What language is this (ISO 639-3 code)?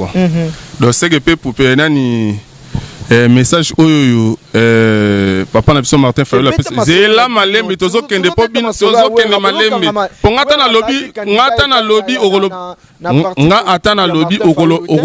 lin